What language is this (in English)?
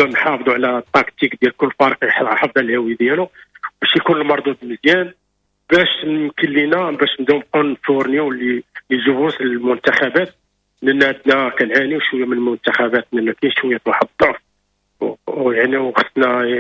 Moroccan Arabic